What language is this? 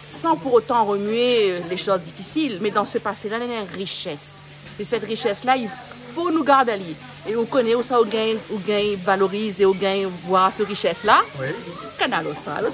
Réunion Creole French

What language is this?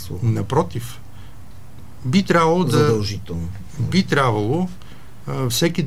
Bulgarian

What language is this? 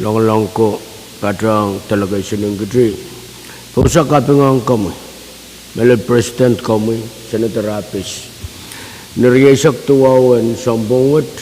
Pohnpeian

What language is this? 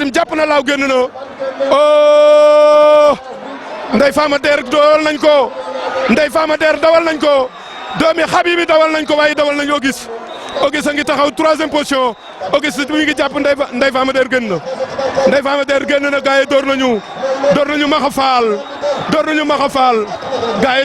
Wolof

